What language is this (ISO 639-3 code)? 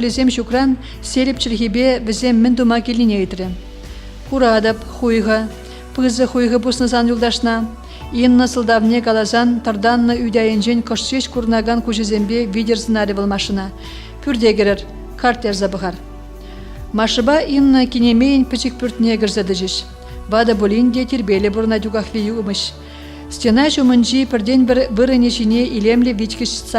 chv